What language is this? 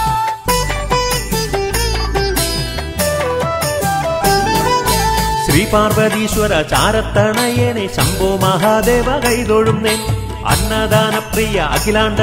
Malayalam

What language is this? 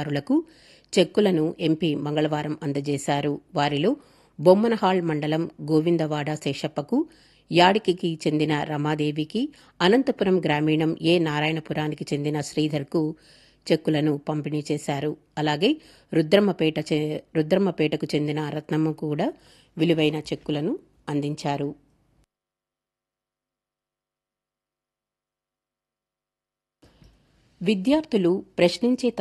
Telugu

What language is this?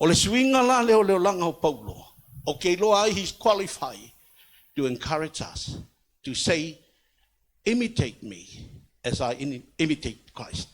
Samoan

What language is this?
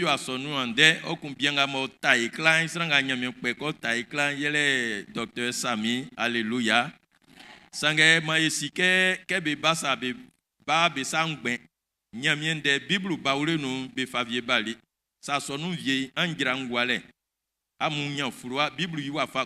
Baoulé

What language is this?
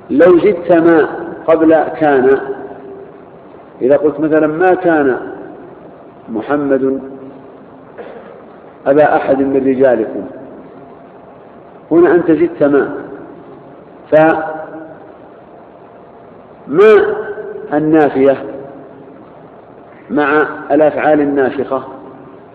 Arabic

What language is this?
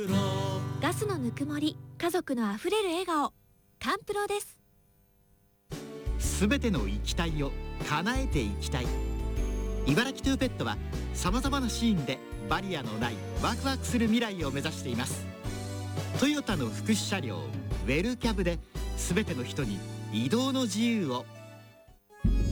Japanese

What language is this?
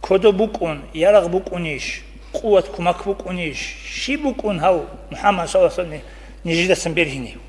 Avaric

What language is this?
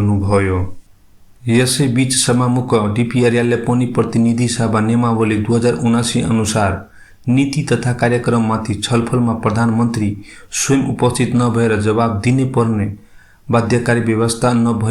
Nepali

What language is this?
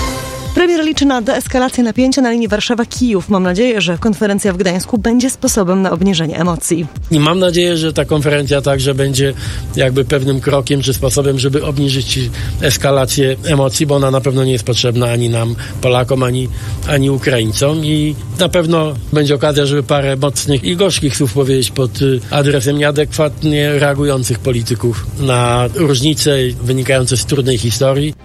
Polish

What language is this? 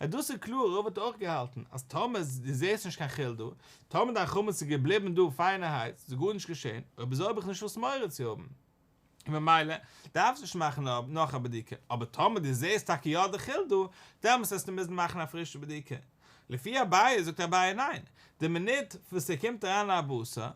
Yiddish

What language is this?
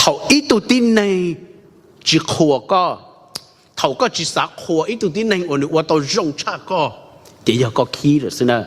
Hmong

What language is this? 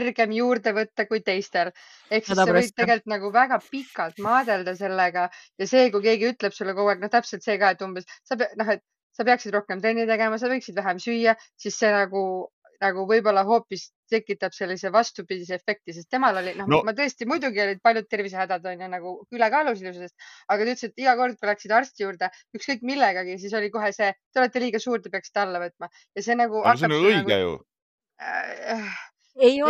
Estonian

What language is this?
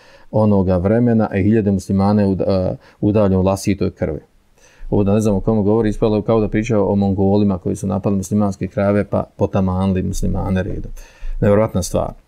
Bosnian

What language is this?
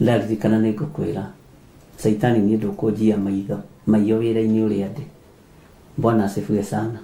Kikuyu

